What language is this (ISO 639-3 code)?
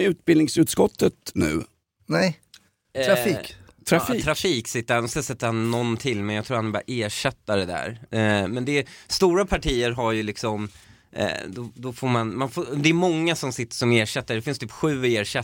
swe